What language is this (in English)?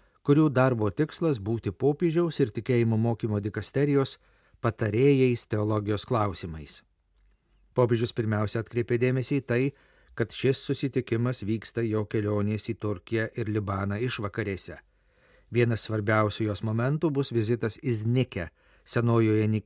Lithuanian